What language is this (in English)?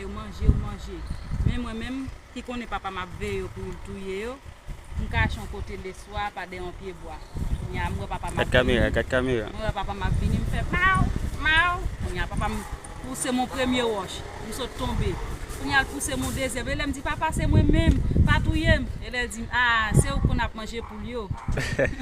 Haitian Creole